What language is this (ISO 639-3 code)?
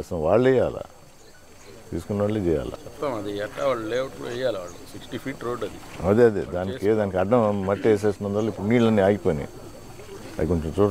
tel